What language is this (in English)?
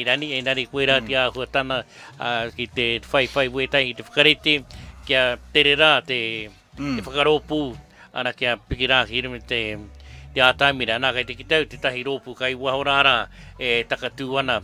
Māori